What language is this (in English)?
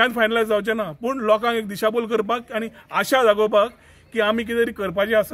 Konkani